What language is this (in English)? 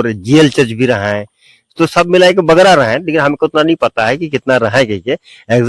Sadri